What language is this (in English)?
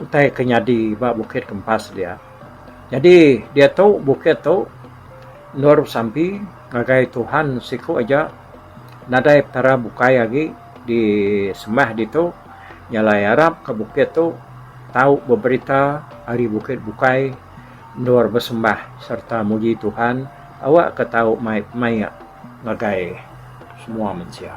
Iban